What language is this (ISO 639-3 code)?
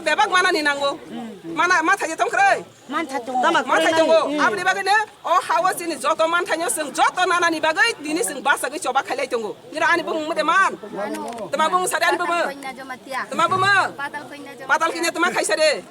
trp